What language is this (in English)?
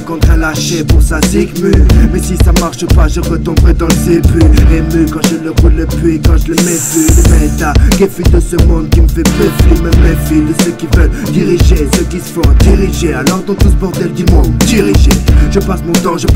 French